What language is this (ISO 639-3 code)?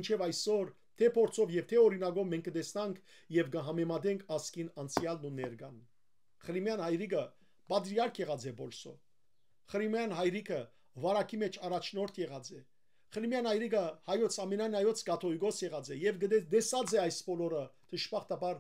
hyw